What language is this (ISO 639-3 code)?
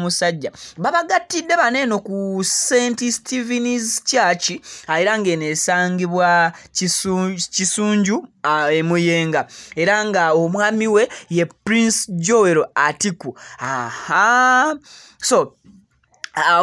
lug